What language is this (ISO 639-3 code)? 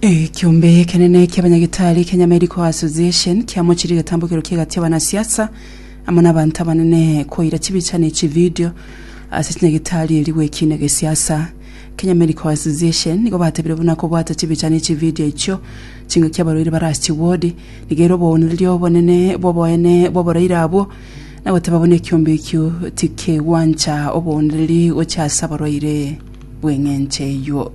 guz